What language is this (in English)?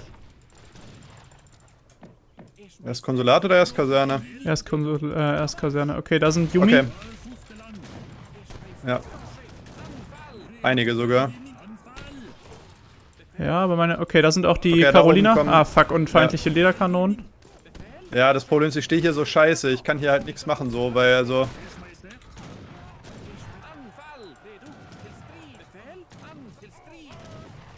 German